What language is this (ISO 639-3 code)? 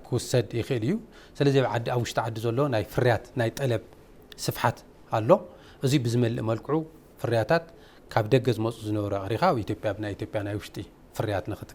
tir